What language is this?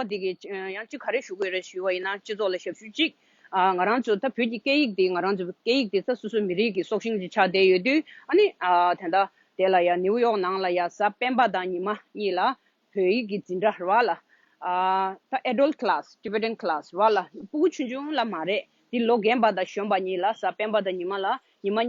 Tibetan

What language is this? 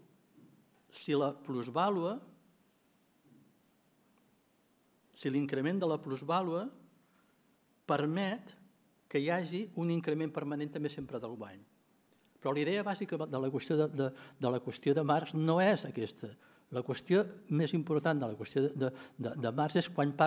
Catalan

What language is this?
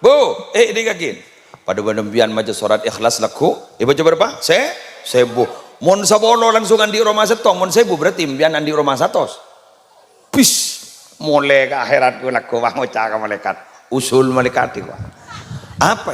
Madurese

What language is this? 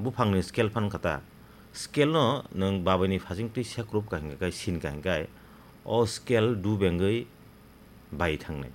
Kok Borok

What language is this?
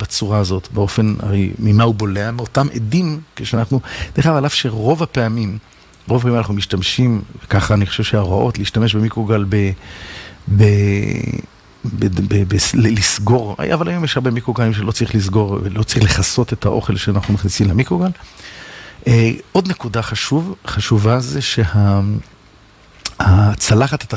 Hebrew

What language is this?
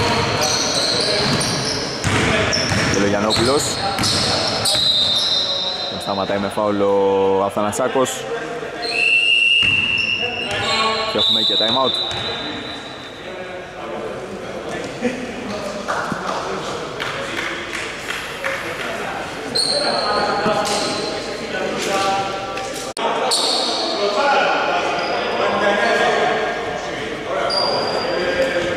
Greek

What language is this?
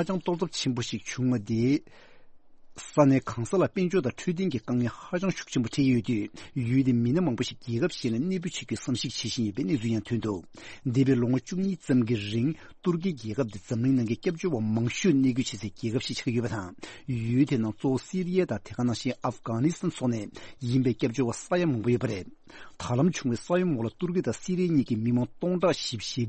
Tibetan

